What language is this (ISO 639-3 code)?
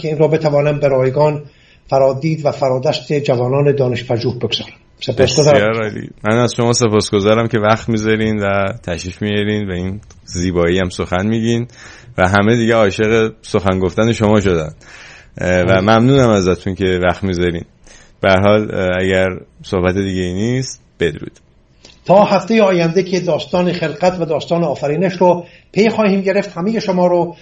fas